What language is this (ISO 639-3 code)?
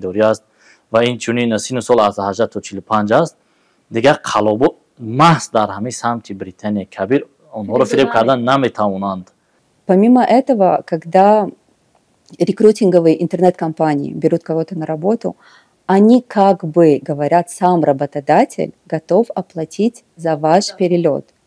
tgk